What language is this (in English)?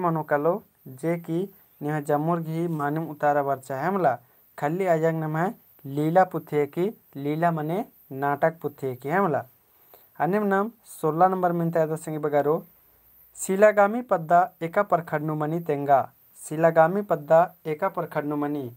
Kurukh